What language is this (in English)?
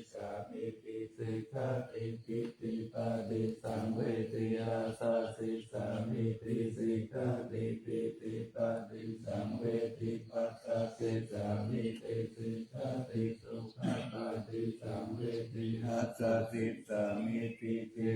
Pali